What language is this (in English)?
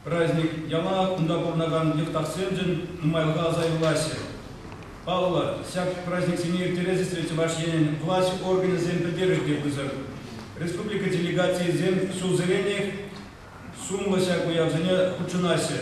Chuvash